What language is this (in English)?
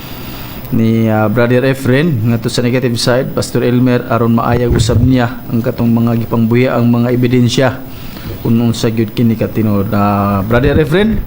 Cebuano